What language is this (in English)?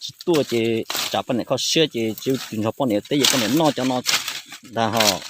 Hmong